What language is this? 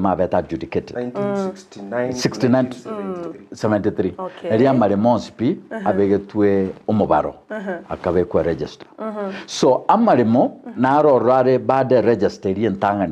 Gusii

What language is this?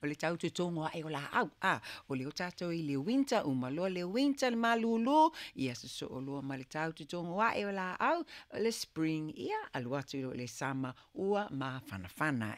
Samoan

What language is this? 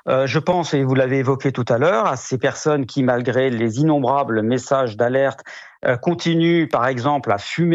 French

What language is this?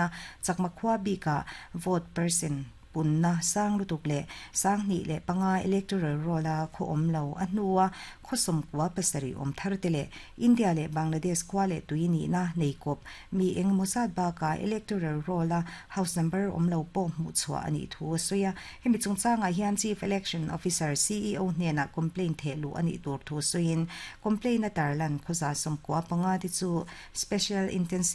Mizo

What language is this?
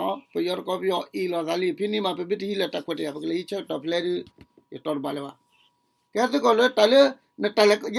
S'gaw Karen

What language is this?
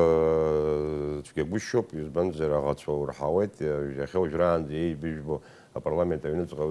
Abkhazian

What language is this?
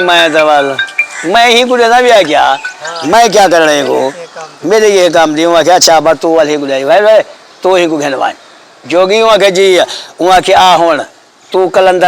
Saraiki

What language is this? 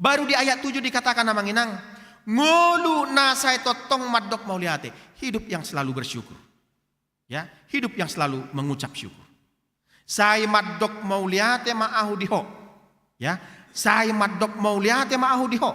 Batak Toba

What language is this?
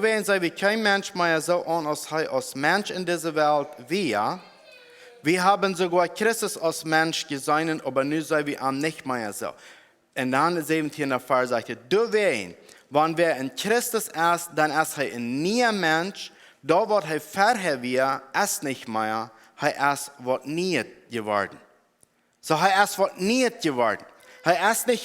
Plautdietsch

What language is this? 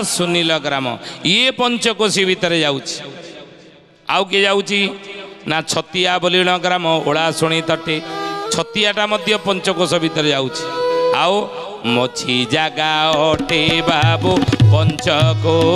Odia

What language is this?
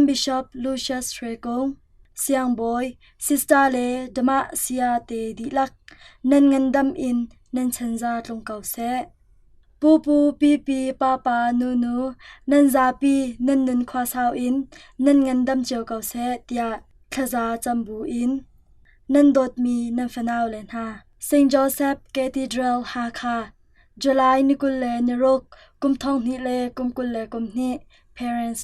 Hakha Chin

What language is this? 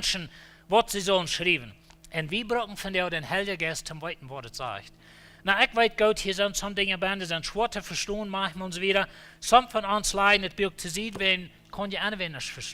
Plautdietsch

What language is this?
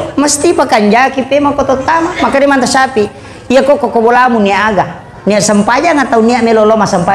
Buginese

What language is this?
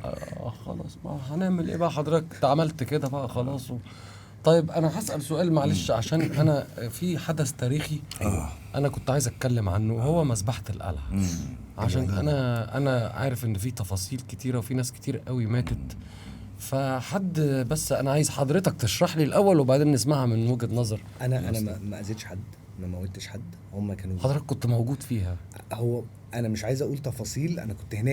Egyptian Arabic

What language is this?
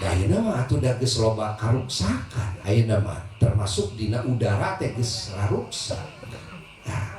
Sundanese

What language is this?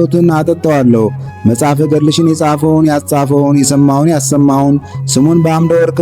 Amharic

